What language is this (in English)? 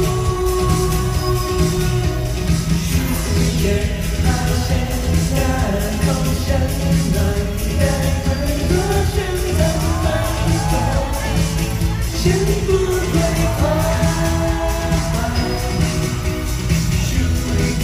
Thai